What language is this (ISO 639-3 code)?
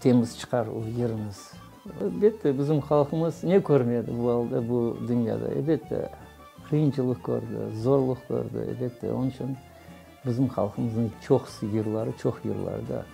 crh